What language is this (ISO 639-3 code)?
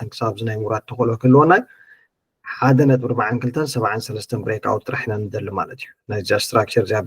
tir